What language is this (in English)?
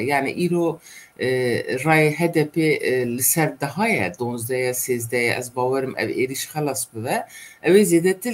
Kurdish